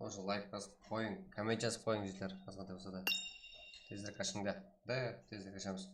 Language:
Kara-Kalpak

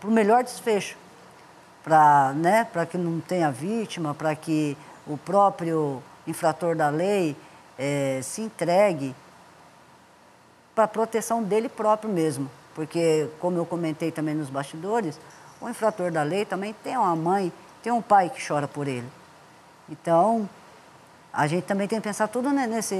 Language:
Portuguese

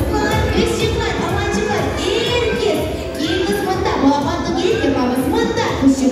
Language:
Crimean Tatar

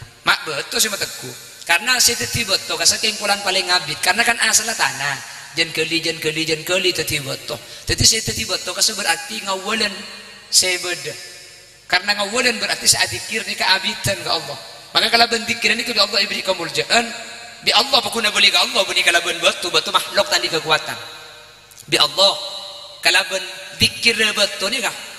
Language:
Madurese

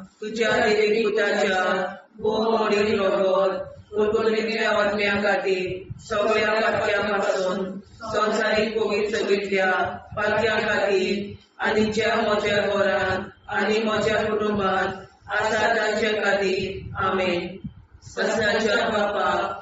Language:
Konkani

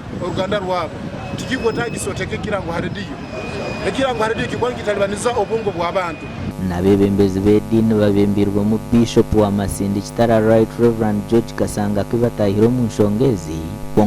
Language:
Nyankole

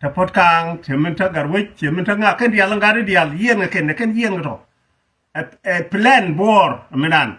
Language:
Nuer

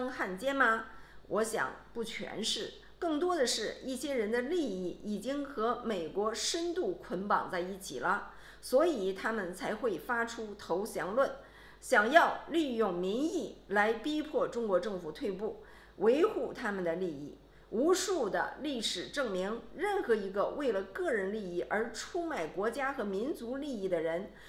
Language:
Chinese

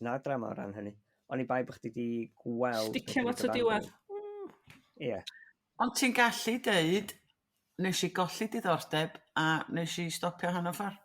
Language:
Welsh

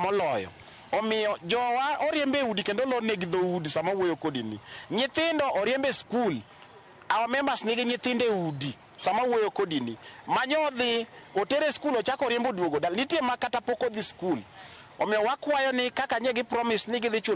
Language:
Luo (Kenya and Tanzania)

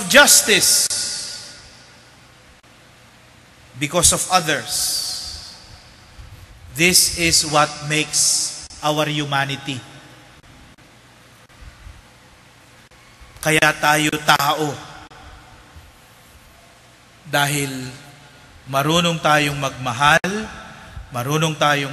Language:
Filipino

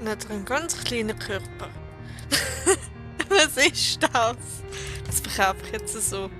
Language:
Swiss German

